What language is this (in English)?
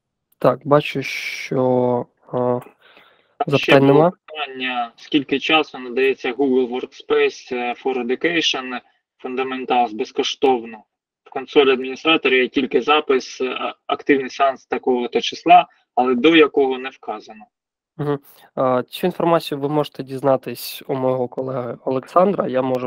Ukrainian